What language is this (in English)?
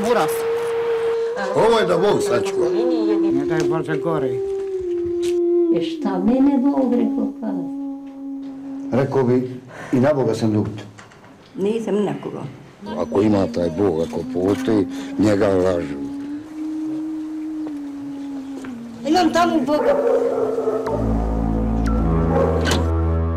Bosnian